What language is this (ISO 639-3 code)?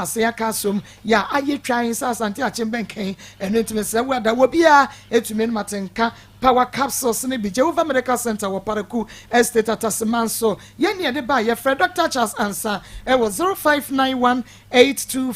aka